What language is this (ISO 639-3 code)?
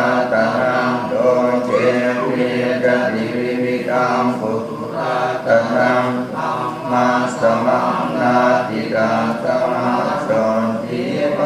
pli